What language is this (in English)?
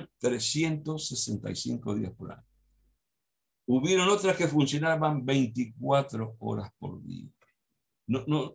Spanish